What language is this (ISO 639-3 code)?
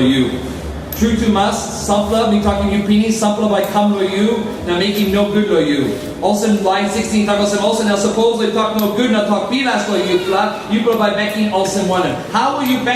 tpi